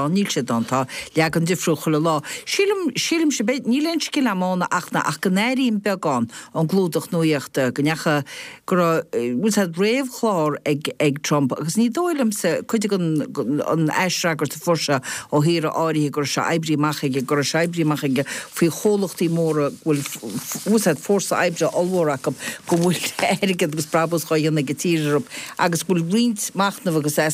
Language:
Irish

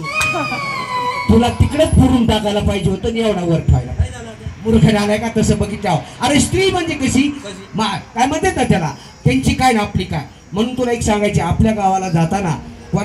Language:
Marathi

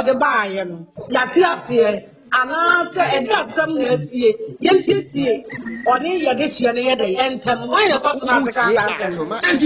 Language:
Akan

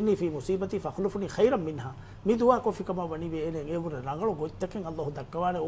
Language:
Divehi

